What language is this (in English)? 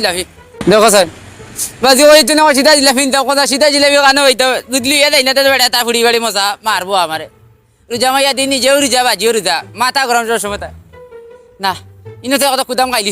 Sylheti